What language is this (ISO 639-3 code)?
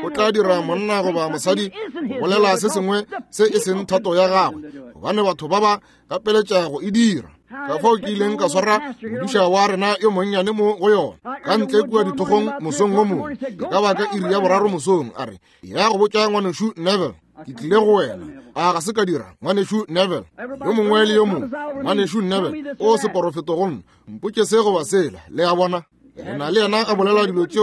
nso